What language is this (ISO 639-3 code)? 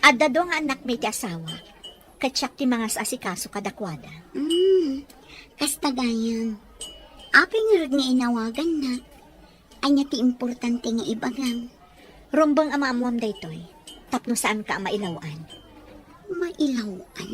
ilo